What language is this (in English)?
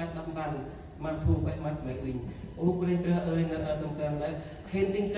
Central Mnong